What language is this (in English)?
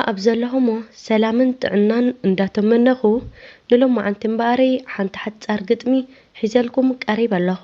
Tigrinya